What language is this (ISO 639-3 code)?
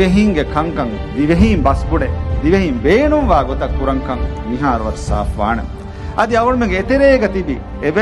div